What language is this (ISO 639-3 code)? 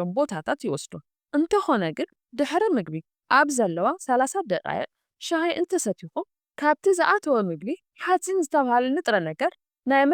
tir